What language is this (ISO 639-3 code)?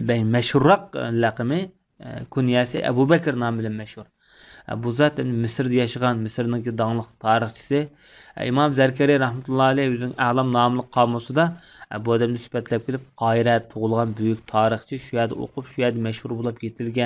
uig